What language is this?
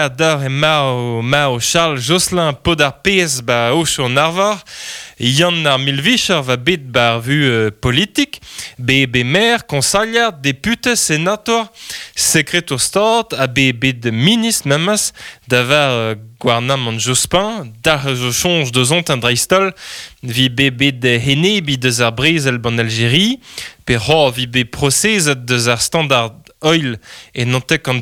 Breton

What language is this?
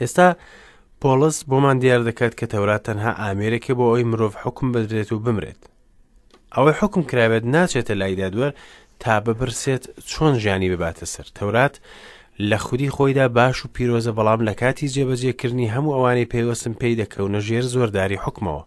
Central Kurdish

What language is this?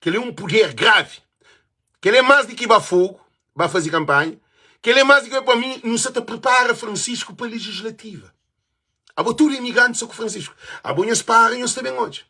Kabuverdianu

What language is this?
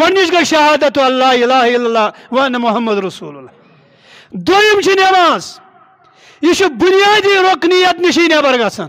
Kashmiri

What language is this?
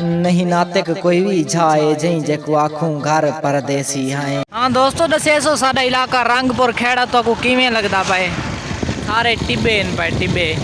Saraiki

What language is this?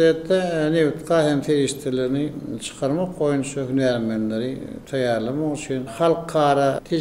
Turkmen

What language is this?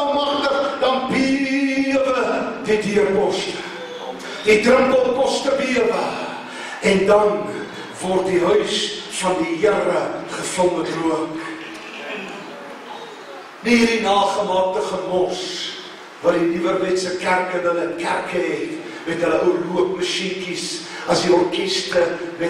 Afrikaans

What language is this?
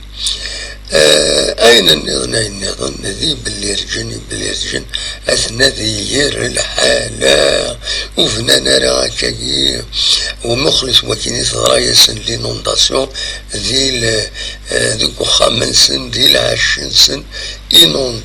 Kabyle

